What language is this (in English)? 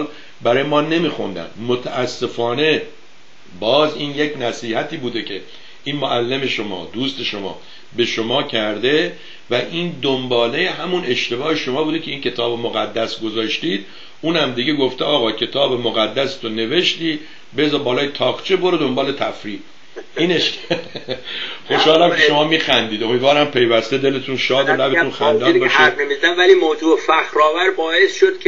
Persian